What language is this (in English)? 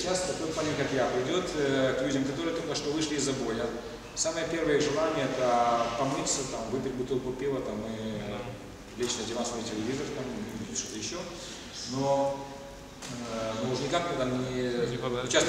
Russian